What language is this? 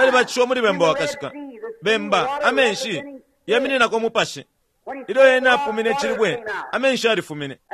Bemba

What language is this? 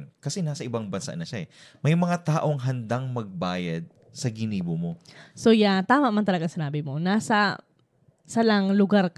Bikol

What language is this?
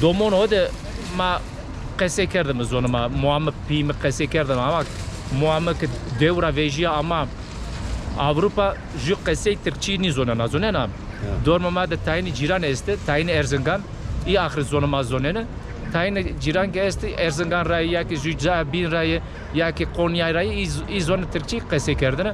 Zaza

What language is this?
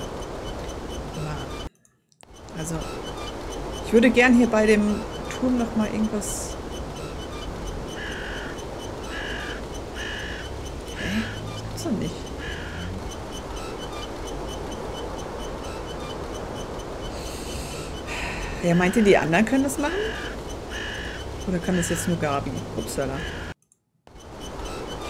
German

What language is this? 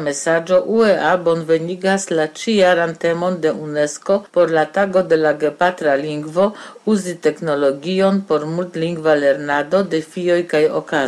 Esperanto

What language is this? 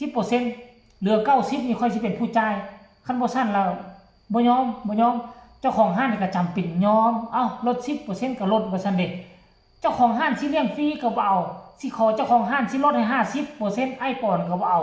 Northeastern Thai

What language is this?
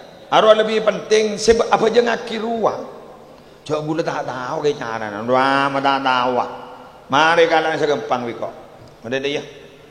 Madurese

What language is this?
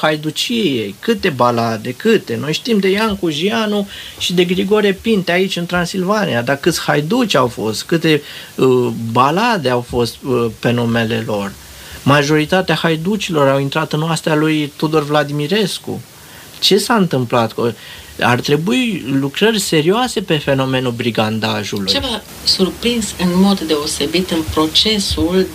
Romanian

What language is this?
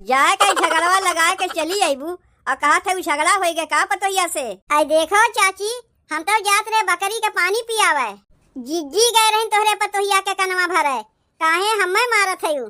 Awadhi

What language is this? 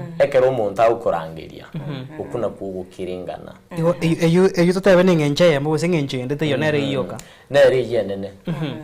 Gusii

